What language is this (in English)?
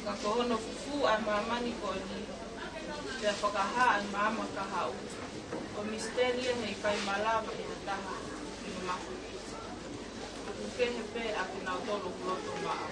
Tongan